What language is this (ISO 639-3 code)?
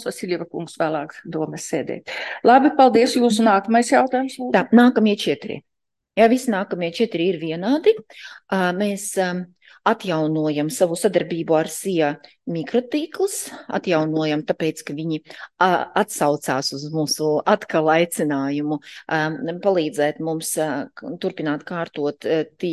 lav